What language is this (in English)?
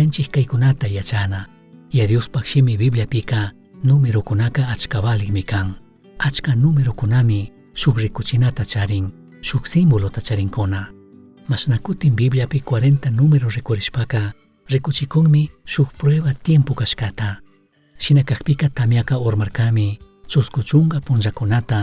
Chimborazo Highland Quichua